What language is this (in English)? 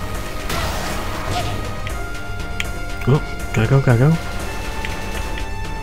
English